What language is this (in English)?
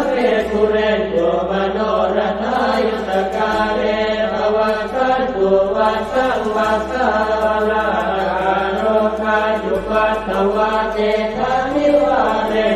Pali